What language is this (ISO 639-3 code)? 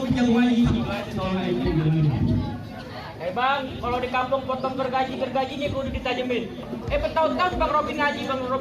bew